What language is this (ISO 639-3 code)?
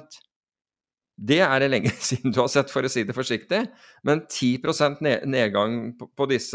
nor